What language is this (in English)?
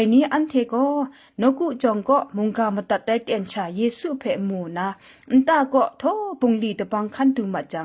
Kachin